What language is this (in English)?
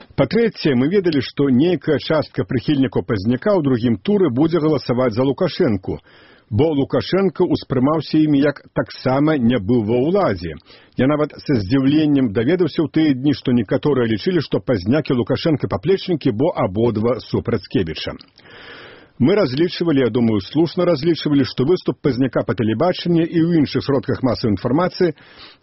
Belarusian